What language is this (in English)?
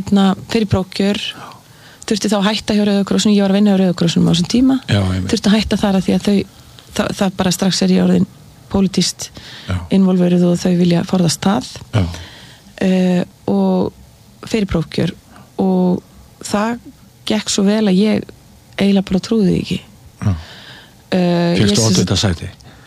Icelandic